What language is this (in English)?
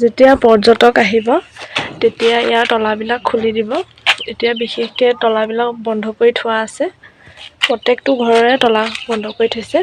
Assamese